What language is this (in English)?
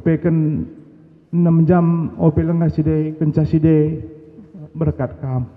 Batak Karo